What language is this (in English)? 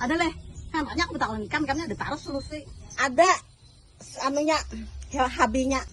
Banjar